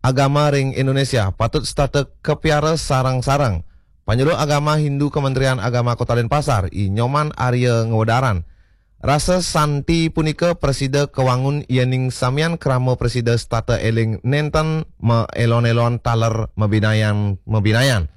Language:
Balinese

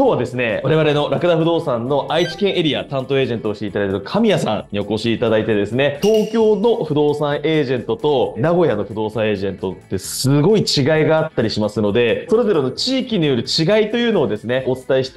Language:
Japanese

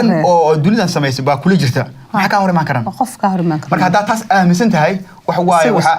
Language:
Somali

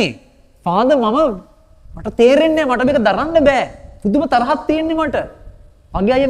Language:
Sinhala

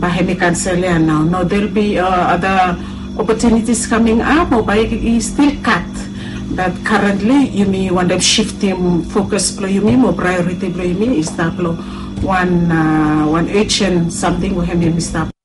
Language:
Bislama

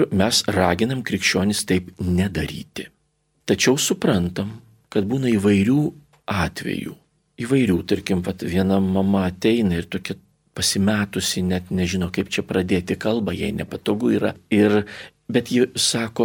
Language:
Lithuanian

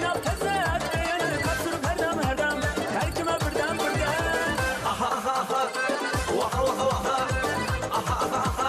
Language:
Kara-Kalpak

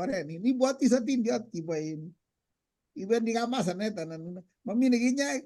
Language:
Kalenjin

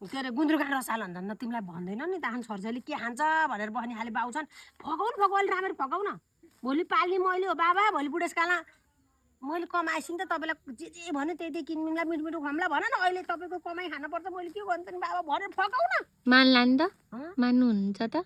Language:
Nepali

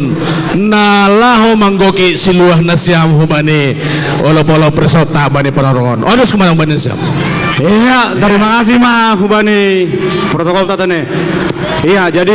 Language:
Batak Simalungun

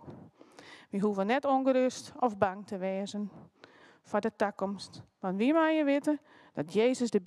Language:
Western Frisian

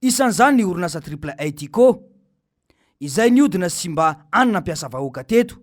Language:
Malagasy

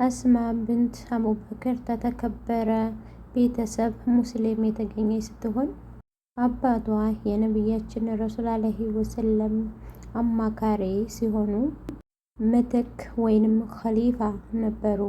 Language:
Amharic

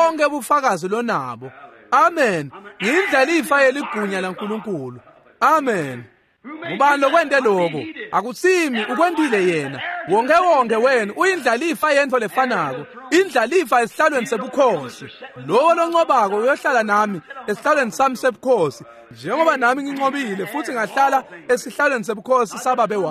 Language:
Swati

